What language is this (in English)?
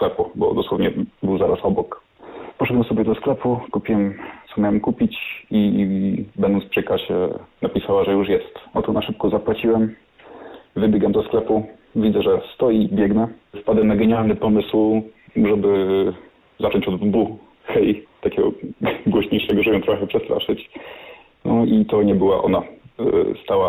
Polish